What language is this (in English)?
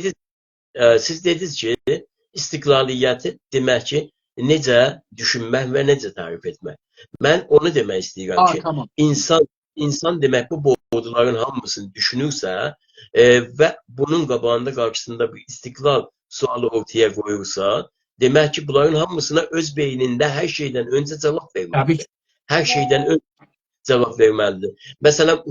South Azerbaijani